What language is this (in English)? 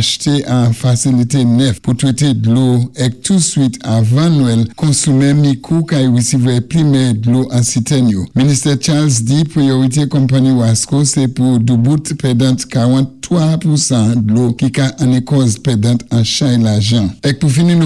Saint Lucian Creole French